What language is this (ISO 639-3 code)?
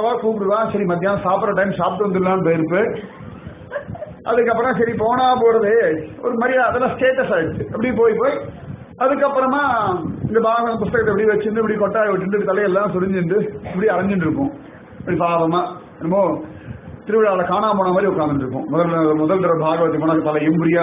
tam